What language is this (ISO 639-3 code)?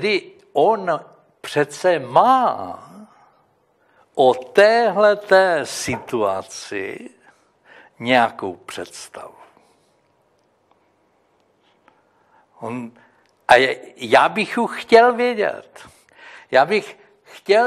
ces